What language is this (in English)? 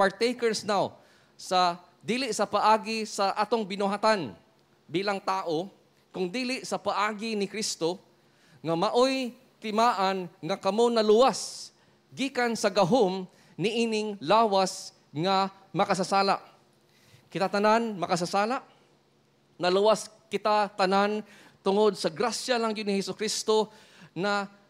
Cebuano